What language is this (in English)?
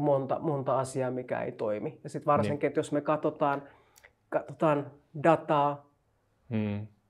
Finnish